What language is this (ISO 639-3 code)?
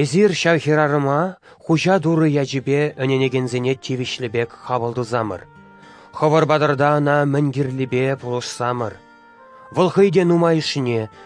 chv